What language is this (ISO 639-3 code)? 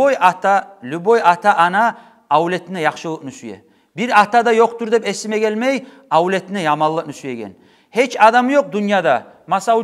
kum